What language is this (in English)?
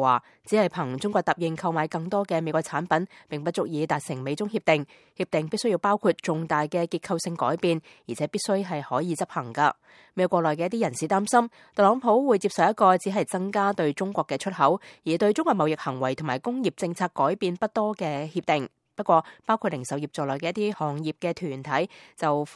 Cantonese